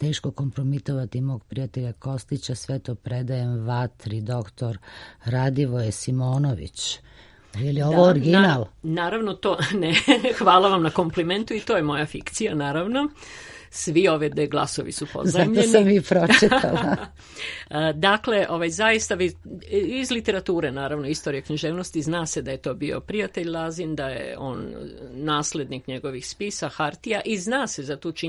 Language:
Serbian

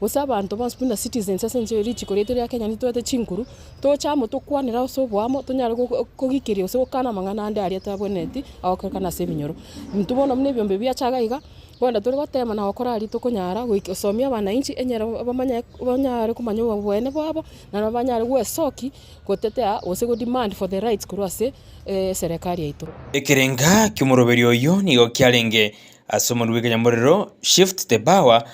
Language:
Gusii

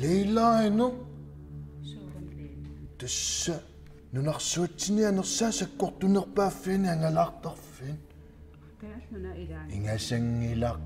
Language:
Kalaallisut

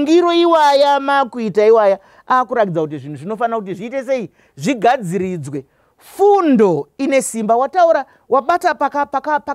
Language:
Shona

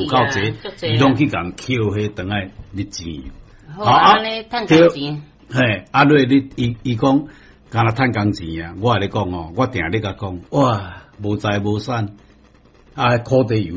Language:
Min Nan Chinese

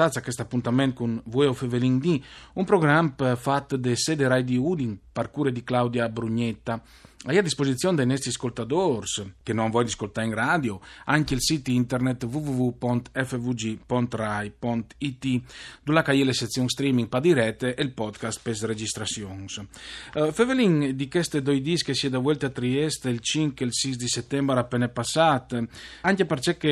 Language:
Friulian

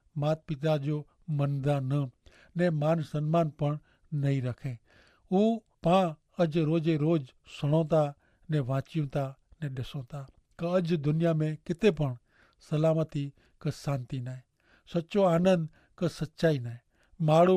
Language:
Kachhi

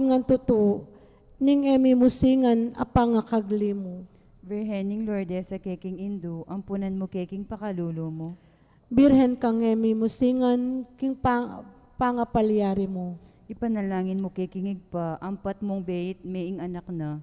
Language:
Pampanga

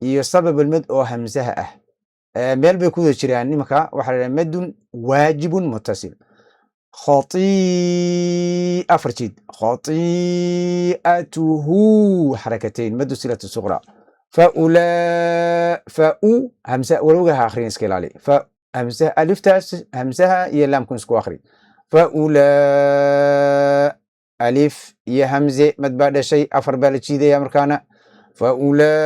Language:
Somali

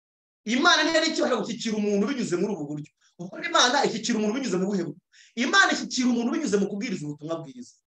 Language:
Kinyarwanda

